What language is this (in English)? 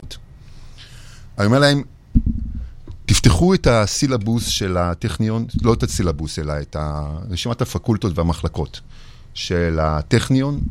Hebrew